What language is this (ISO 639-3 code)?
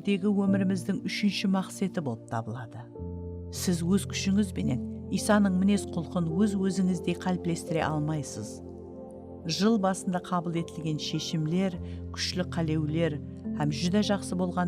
kaa